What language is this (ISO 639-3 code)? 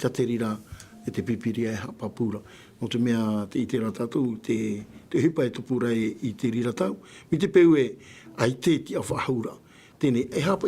tah